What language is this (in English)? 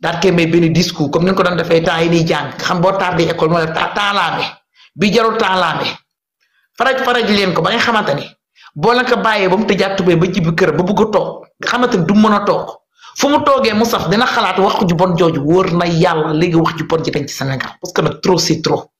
Wolof